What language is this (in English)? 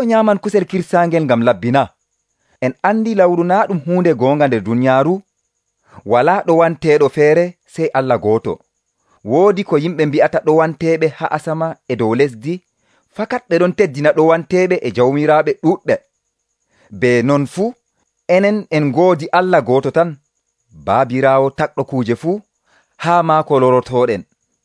Nigerian Fulfulde